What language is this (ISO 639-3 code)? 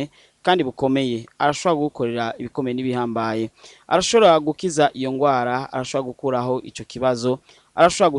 run